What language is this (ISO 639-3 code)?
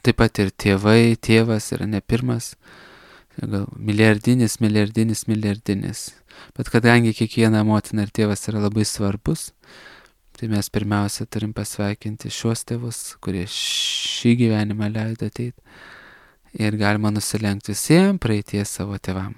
lit